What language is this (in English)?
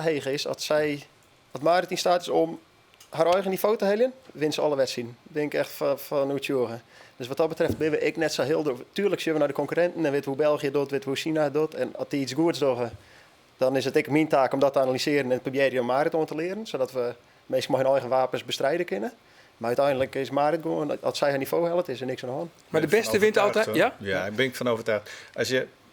Western Frisian